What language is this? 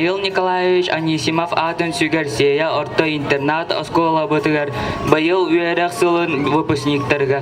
Yakut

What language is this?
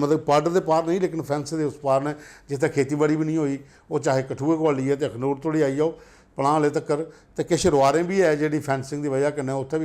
Dogri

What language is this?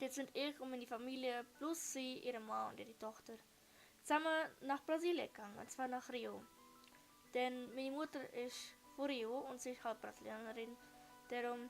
Swiss German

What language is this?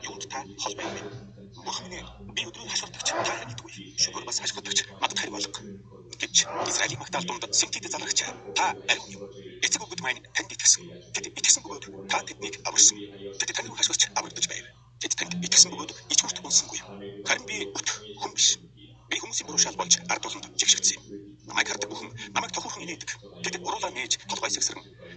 Mongolian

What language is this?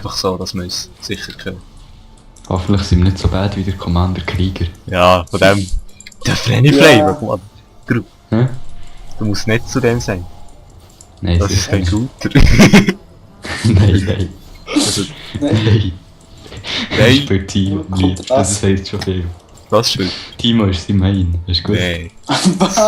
Swiss German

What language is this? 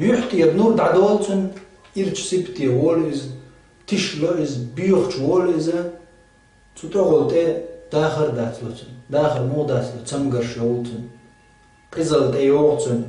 Chechen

